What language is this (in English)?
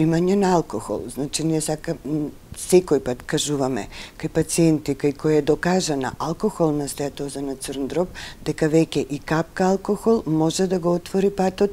Macedonian